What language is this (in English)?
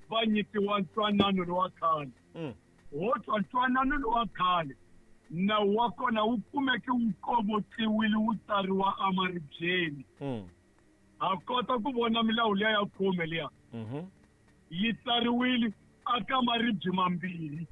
Tsonga